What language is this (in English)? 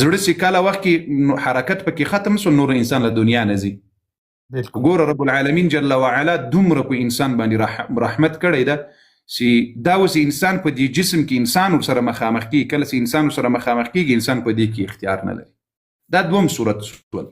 Pashto